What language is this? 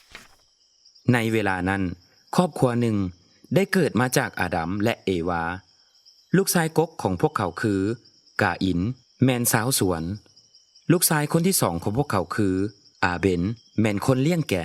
Lao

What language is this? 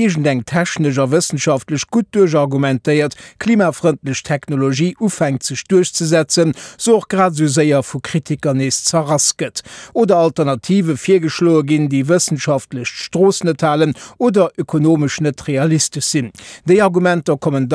Luxembourgish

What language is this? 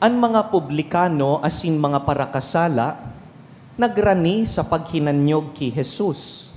Bikol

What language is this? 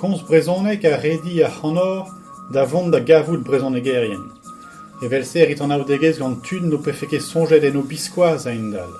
Breton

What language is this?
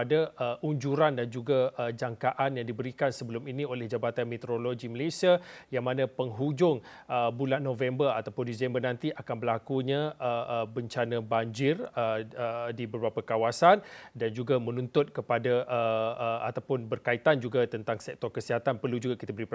Malay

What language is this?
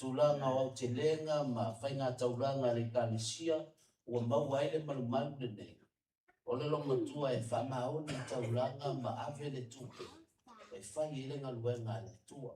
Samoan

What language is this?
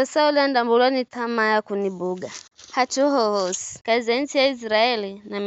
Giryama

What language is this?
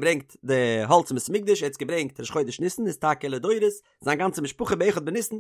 Yiddish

